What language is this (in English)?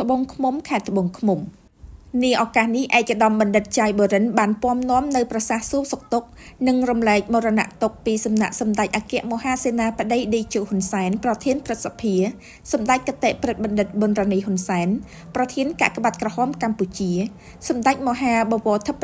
Khmer